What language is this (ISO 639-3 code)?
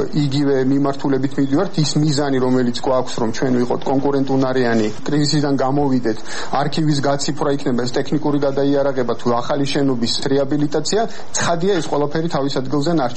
kat